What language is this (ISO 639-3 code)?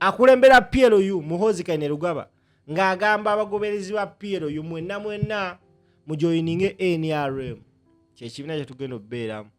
lug